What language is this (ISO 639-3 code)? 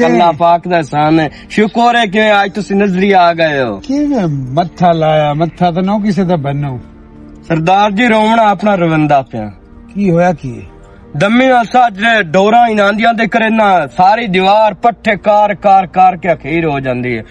lah